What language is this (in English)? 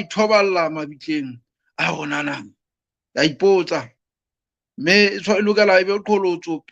Southern Sotho